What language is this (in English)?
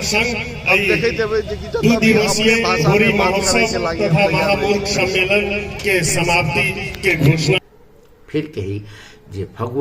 Maithili